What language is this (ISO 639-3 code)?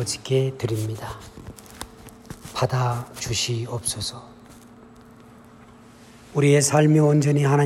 kor